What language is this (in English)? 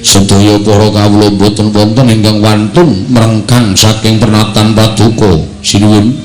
Javanese